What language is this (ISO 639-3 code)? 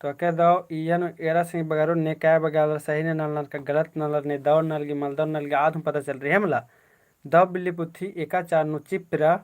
kru